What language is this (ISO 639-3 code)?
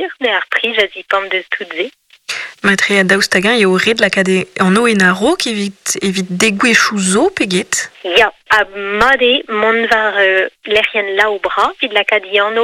bre